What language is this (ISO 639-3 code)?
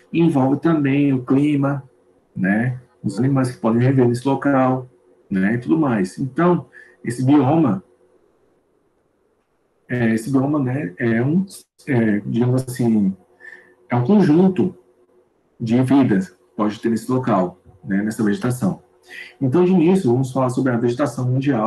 por